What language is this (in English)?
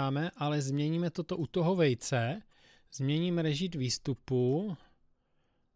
Czech